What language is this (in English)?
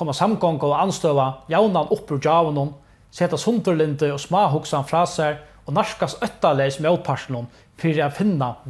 Faroese